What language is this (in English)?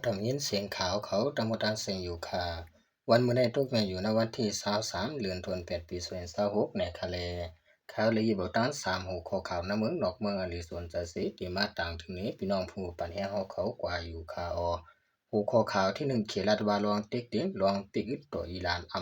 Shan